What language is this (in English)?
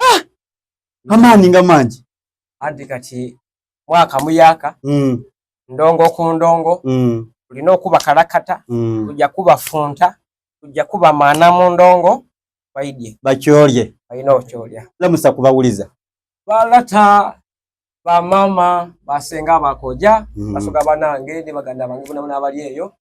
Soga